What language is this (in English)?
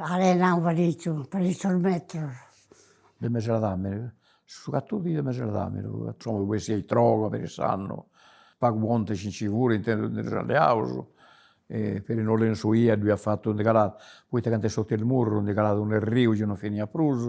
Sardinian